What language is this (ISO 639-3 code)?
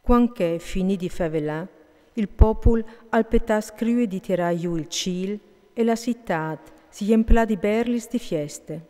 fur